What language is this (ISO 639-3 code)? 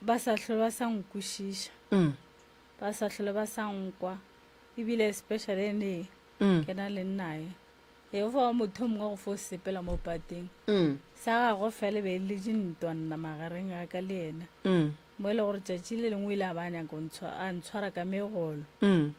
nso